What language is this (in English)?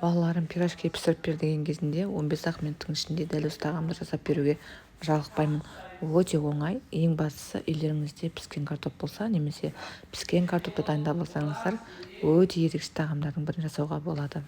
Kazakh